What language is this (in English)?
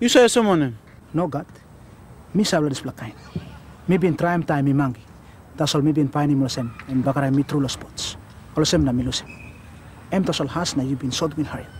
Tok Pisin